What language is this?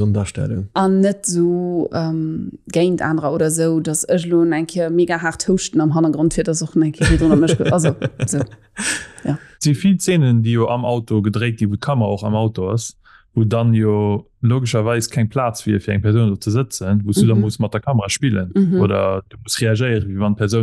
Luxembourgish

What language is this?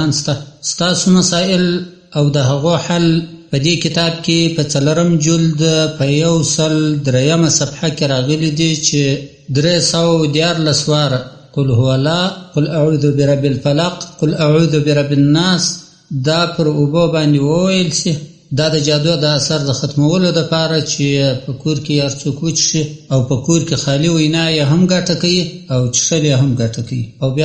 Pashto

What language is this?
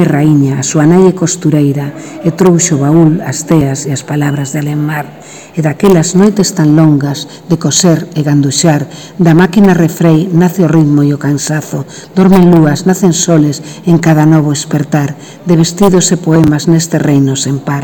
Galician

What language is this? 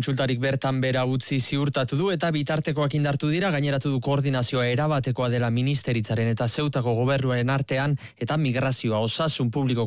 Basque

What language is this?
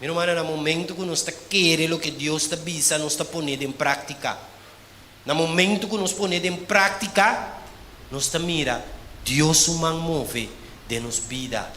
Papiamento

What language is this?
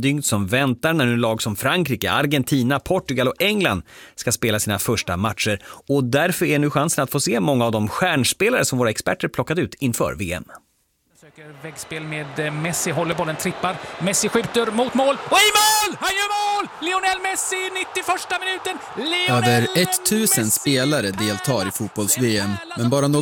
Swedish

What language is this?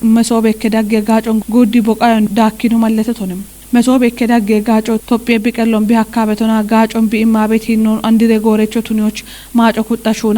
Kafa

